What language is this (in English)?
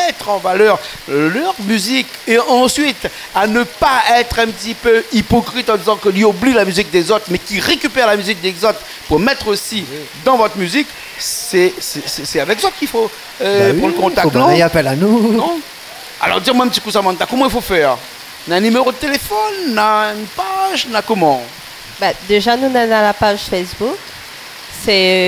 Réunion Creole French